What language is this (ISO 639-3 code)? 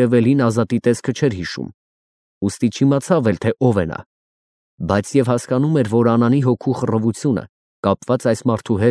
hye